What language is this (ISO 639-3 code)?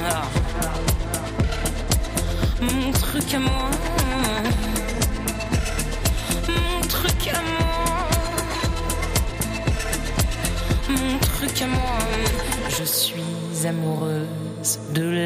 fra